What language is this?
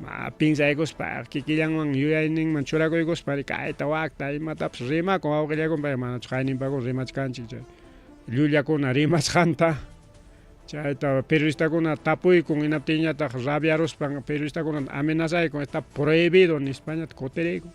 Ayacucho Quechua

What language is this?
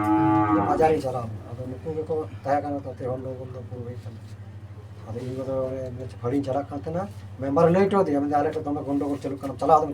Santali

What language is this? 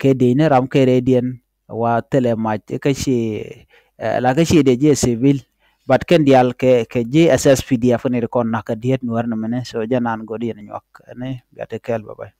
Nuer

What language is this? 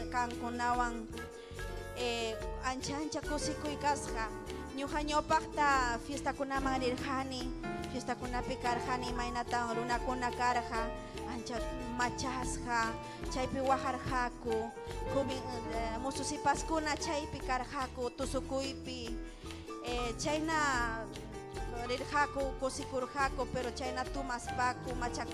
Ayacucho Quechua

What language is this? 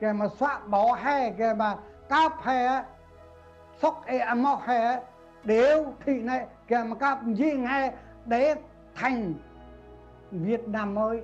Central Mnong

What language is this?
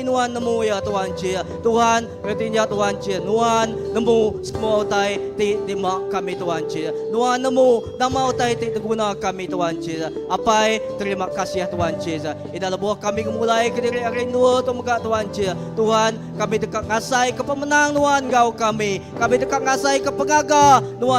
Iban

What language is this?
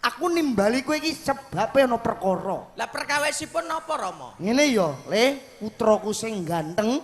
Javanese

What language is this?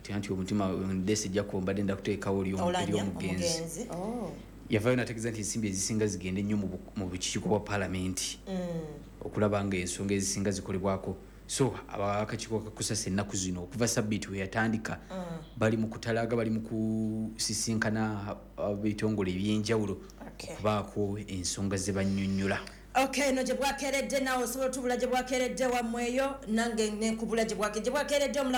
Ganda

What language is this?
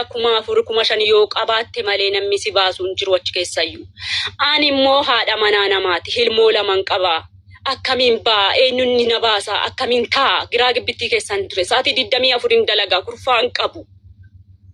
Oromo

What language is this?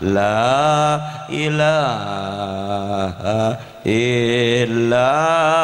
Madurese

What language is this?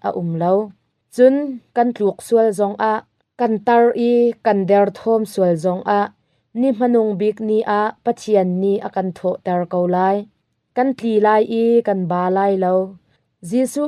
Hakha Chin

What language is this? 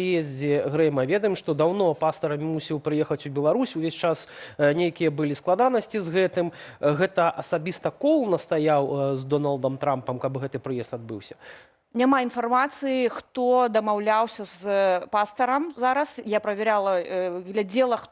Belarusian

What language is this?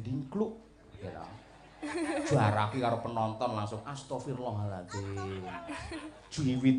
Javanese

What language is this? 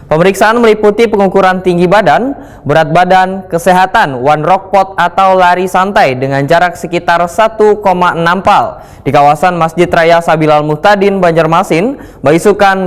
Banjar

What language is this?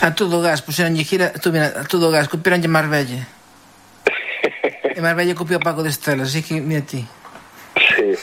Galician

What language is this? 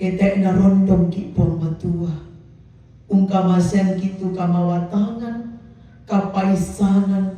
Toraja-Sa'dan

